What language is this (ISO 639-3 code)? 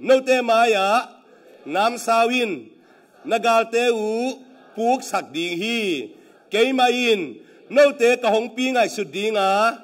ctd